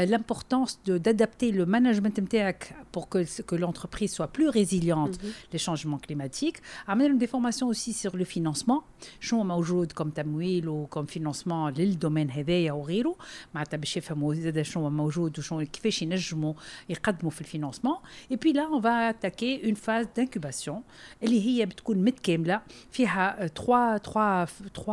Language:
Tunisian Arabic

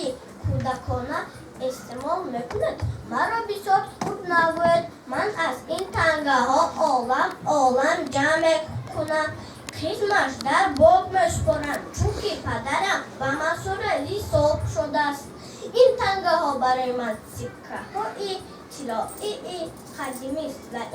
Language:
Tajik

